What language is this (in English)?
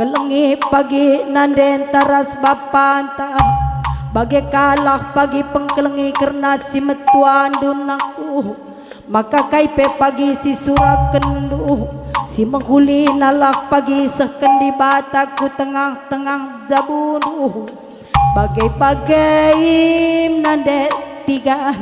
Batak Karo